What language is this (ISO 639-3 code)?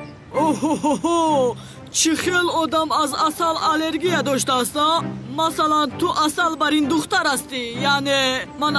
tgk